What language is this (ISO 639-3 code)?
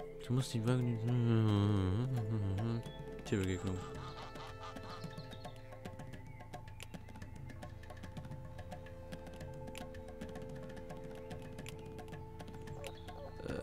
deu